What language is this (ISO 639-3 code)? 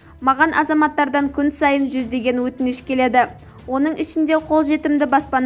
kaz